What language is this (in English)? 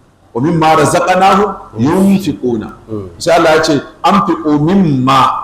Hausa